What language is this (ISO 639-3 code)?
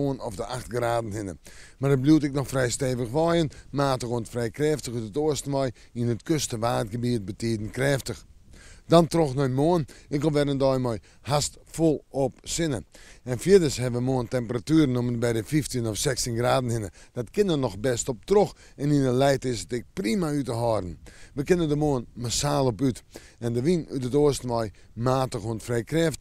fry